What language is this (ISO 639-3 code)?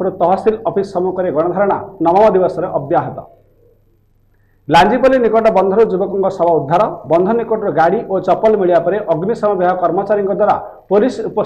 ori